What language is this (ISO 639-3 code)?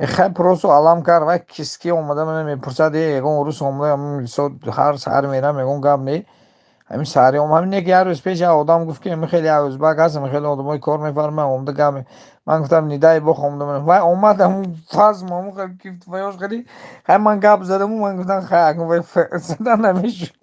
tgk